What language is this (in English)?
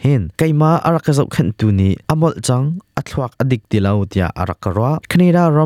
Hakha Chin